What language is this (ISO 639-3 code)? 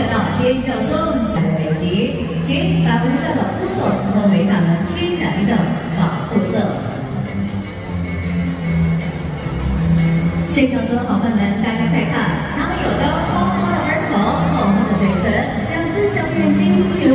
zho